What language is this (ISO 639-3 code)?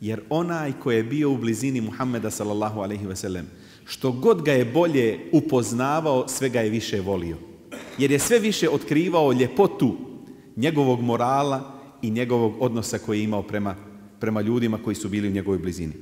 bos